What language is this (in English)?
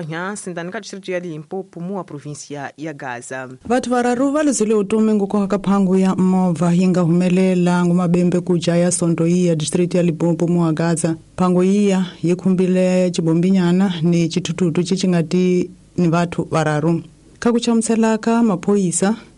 Tsonga